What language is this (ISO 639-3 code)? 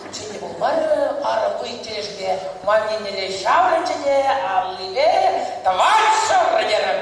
chv